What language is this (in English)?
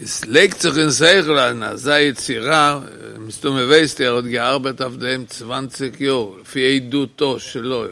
Yiddish